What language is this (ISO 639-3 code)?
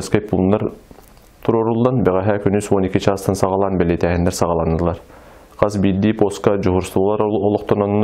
sah